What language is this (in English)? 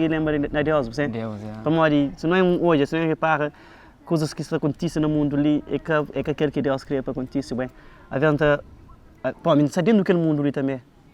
Kabuverdianu